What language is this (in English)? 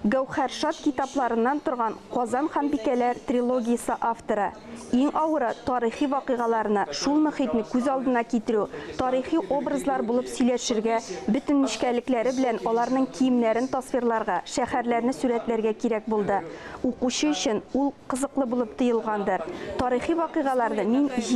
Tatar